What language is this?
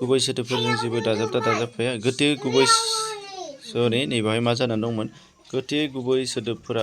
Bodo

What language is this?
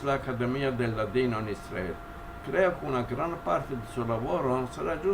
Ladino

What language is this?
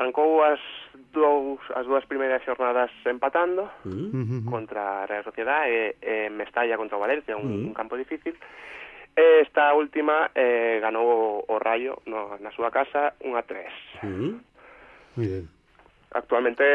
Galician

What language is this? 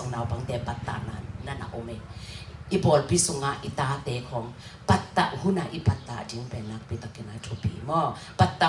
Tedim Chin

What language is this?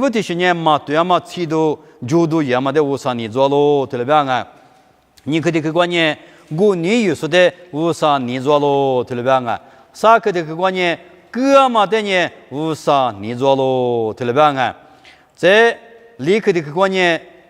Lisu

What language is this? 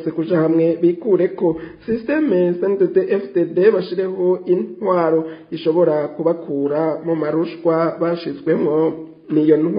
Rundi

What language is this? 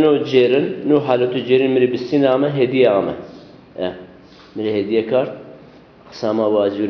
Zaza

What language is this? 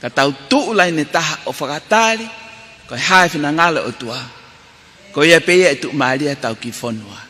Tongan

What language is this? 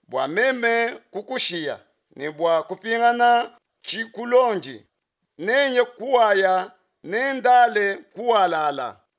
Luba-Lulua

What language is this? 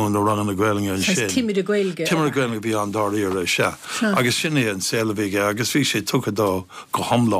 Irish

